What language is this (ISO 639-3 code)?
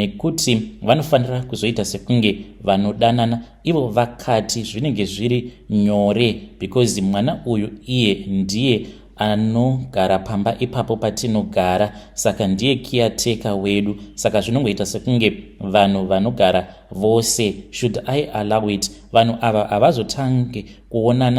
sna